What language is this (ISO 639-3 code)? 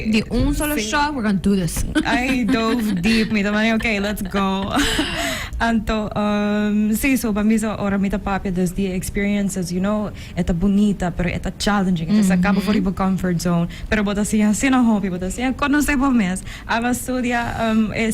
pap